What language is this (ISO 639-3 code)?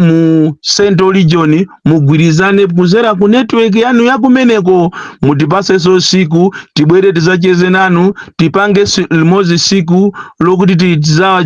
nya